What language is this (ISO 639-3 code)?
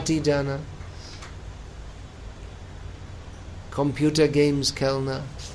hin